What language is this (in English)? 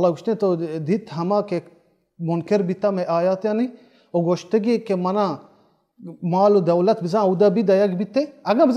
Baluchi